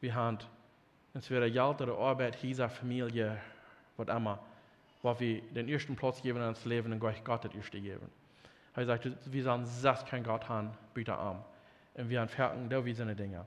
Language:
Plautdietsch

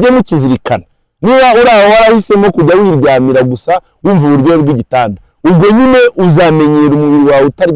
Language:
Kinyarwanda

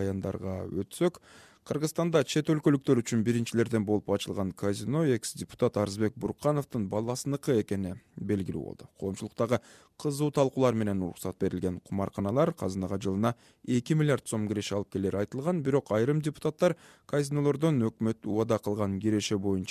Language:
Kyrgyz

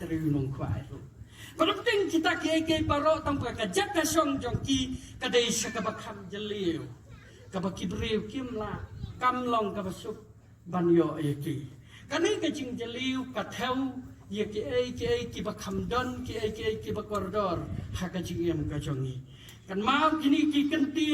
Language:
Khasi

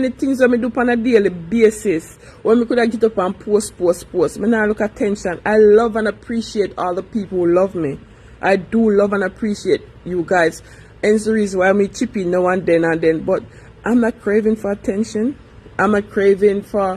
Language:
Jamaican Creole English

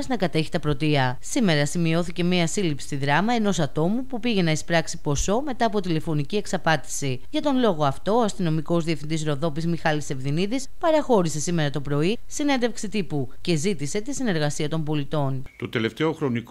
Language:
Greek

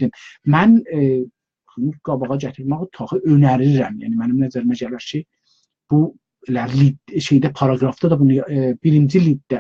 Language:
South Azerbaijani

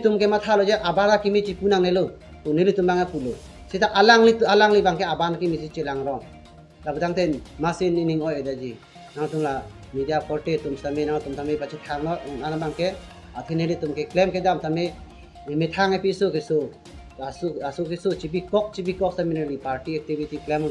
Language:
Karbi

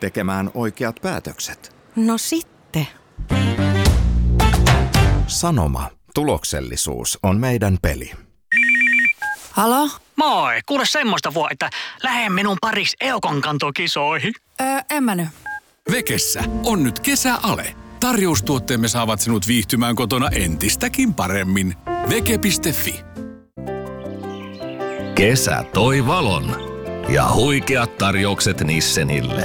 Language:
Finnish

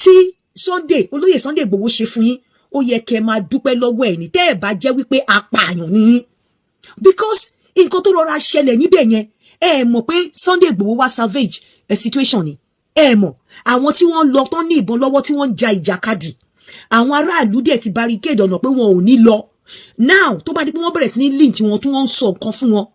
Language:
Yoruba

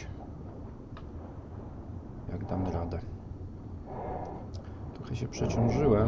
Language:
Polish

